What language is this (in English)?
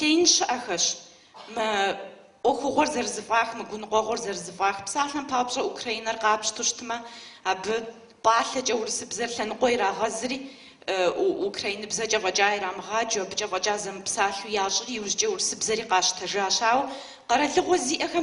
Kabardian